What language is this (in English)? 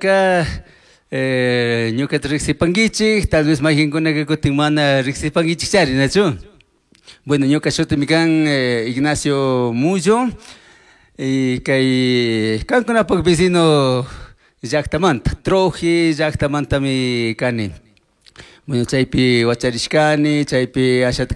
Chimborazo Highland Quichua